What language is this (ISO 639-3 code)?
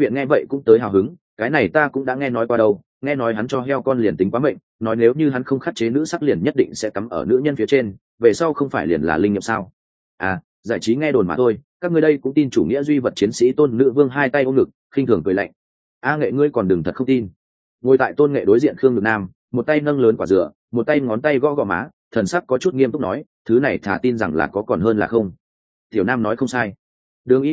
vie